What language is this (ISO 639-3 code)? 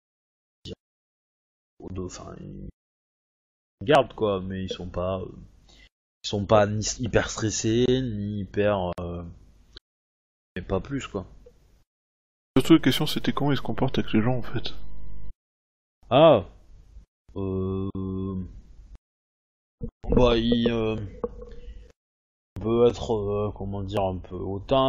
fra